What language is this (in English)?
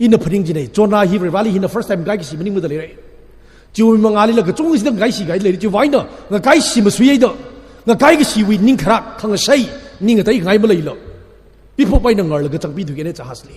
Tangkhul Naga (India)